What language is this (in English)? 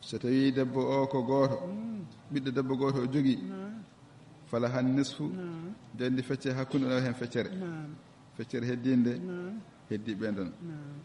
Fula